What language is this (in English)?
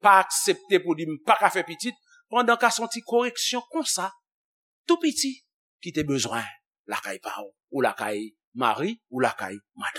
Haitian Creole